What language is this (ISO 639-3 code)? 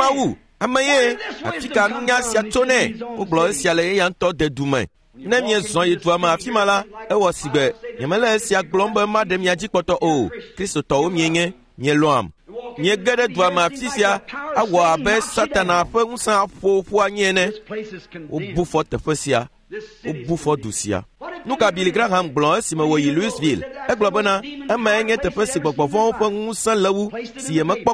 ewe